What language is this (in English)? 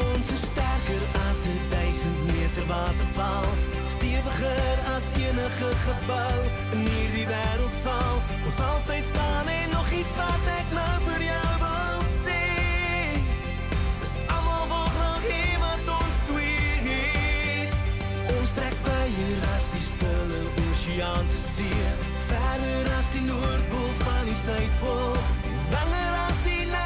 Afrikaans